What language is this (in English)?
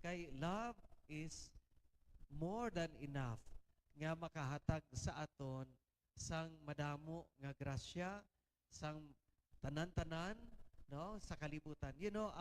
Hiligaynon